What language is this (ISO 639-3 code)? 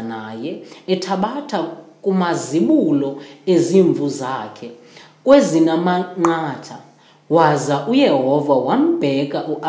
xho